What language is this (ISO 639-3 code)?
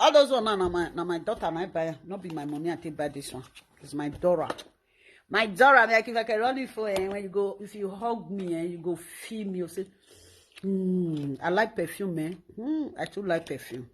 pcm